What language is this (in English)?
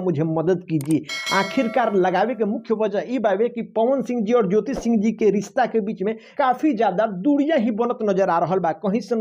Bhojpuri